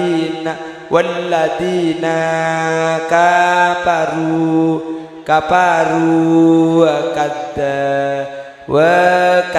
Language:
Madurese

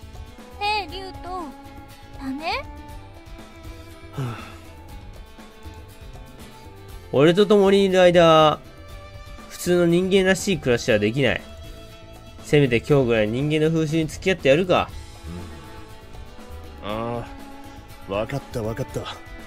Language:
Japanese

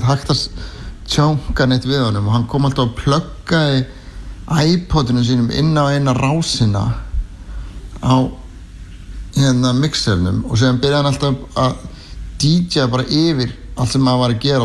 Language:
Icelandic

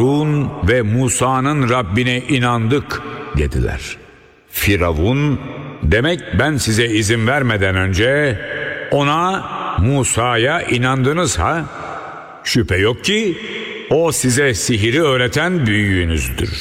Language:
Turkish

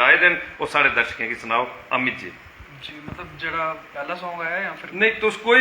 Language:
Dogri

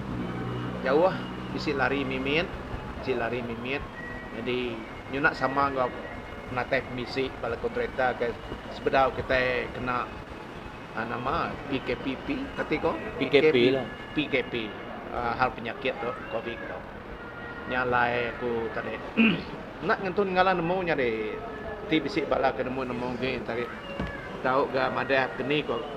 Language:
Iban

